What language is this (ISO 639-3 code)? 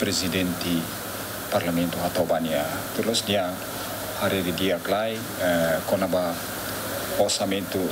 tet